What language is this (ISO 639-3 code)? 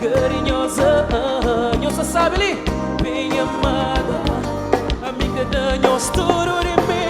kea